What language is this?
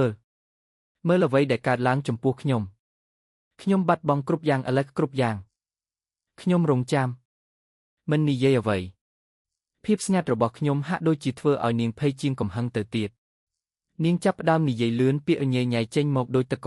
Khmer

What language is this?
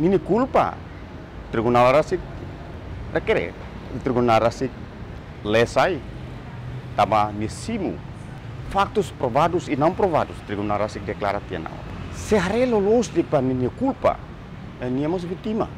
Tetum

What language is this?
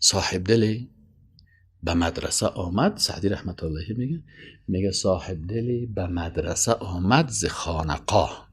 Persian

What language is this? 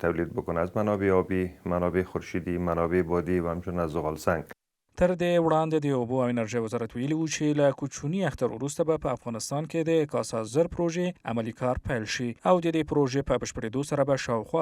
Pashto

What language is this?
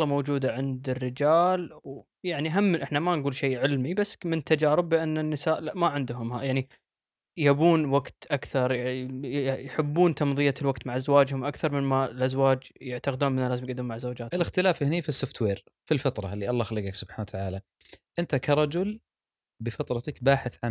Gulf Arabic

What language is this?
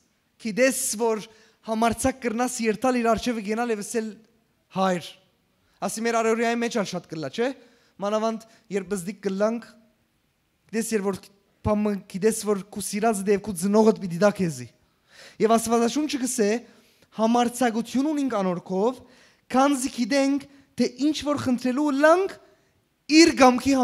Western Armenian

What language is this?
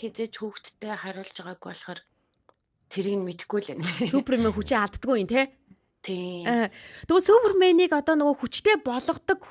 Mongolian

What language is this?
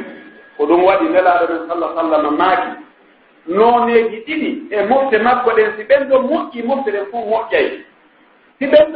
Pular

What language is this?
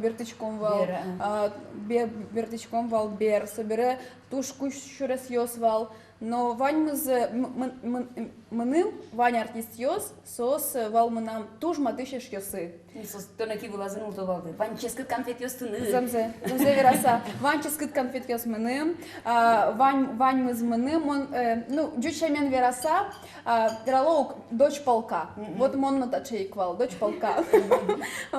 Udmurt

